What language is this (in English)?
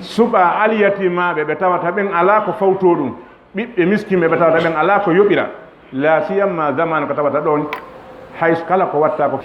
Fula